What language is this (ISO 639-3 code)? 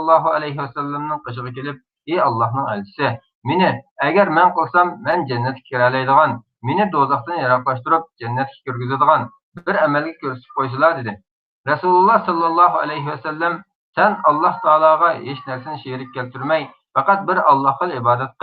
uig